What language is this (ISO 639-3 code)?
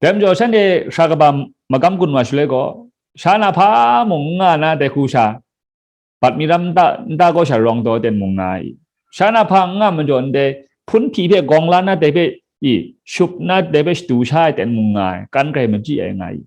kac